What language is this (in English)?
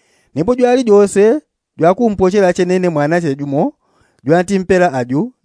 Yao